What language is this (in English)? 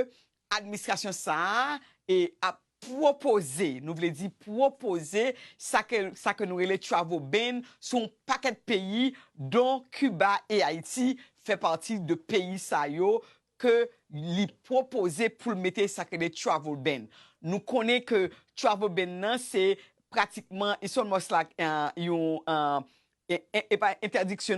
Haitian Creole